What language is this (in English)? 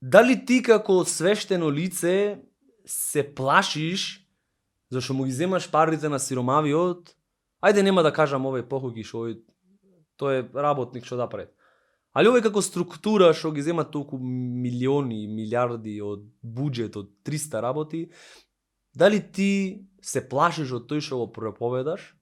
Macedonian